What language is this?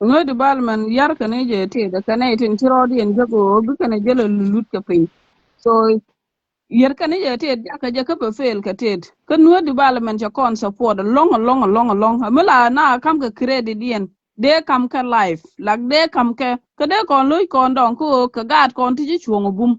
Nuer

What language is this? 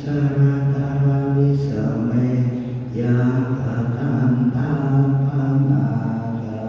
Pali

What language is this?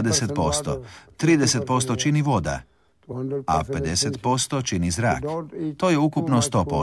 Croatian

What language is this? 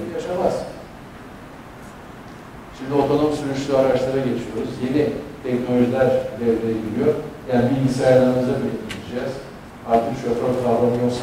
Turkish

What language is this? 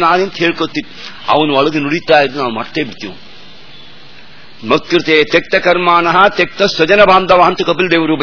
Kannada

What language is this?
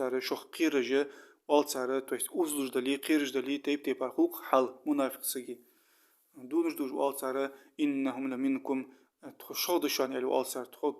Ingush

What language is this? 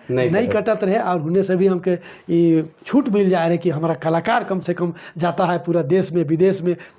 Sadri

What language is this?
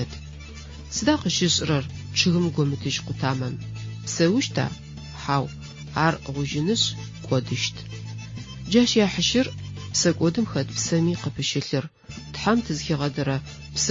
Adyghe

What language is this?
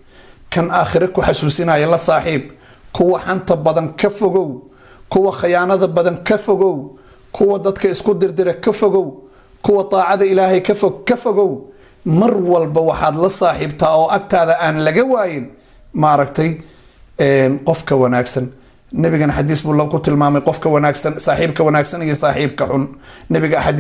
Somali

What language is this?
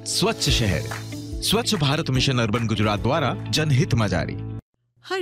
Gujarati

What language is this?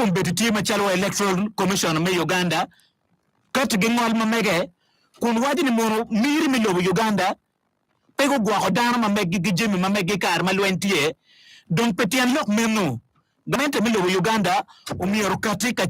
Acoli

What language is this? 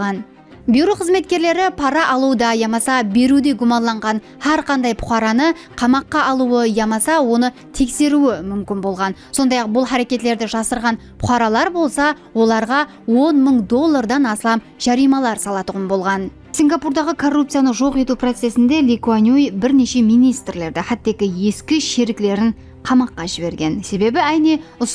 Kara-Kalpak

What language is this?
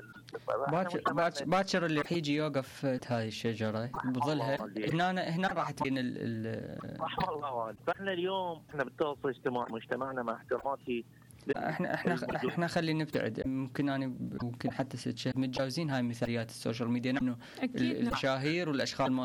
Mesopotamian Arabic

